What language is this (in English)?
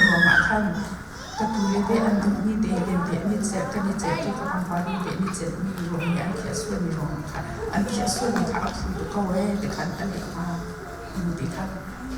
Hakha Chin